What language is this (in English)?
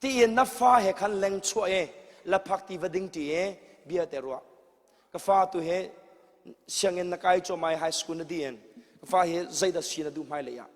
Hakha Chin